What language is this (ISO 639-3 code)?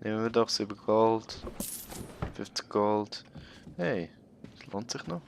gsw